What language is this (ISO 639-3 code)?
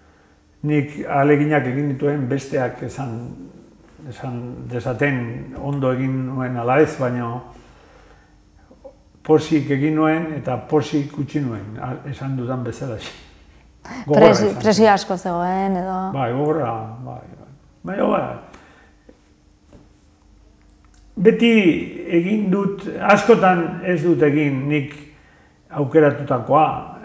eus